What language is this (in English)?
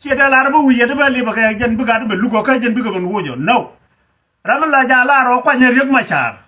Nuer